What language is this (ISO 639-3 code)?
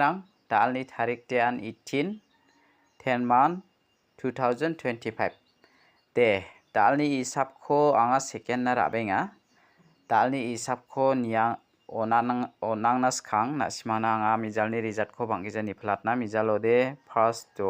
grt